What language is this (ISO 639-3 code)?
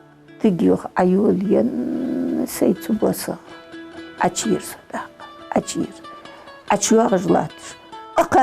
inh